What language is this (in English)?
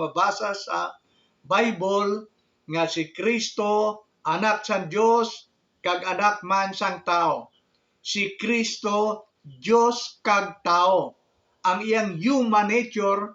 Hiligaynon